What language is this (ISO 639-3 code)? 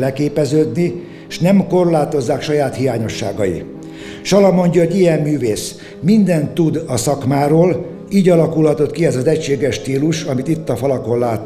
hun